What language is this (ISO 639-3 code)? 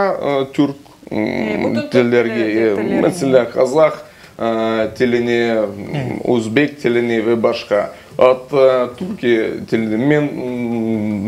crh